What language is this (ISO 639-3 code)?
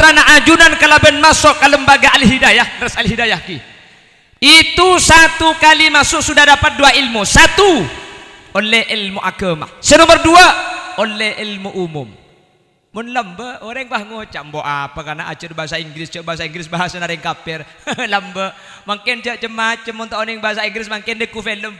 mad